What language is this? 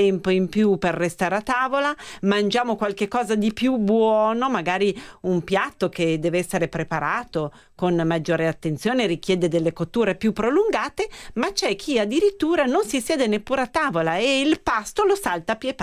Italian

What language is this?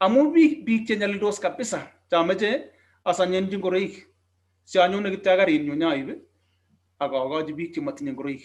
Kalenjin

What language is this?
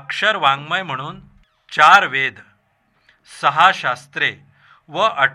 Marathi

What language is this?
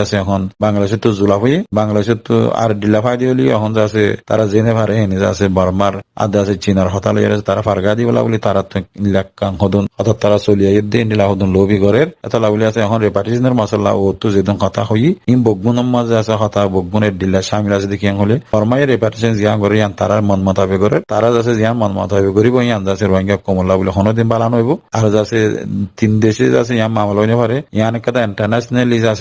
Rohingya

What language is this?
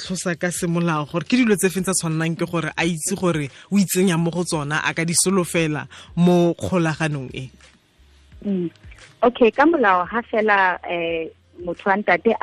Tswana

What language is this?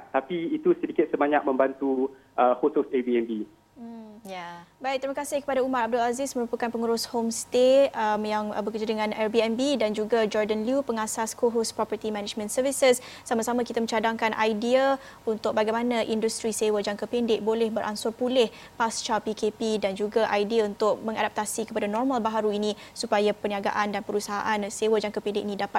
Malay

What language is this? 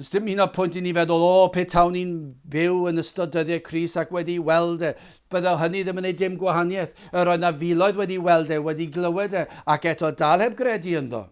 Welsh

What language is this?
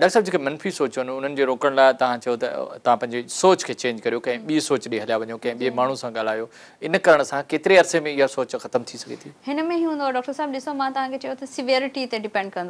Sindhi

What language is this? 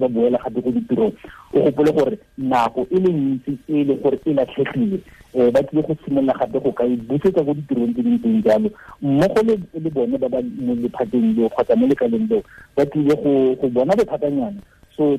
Tswana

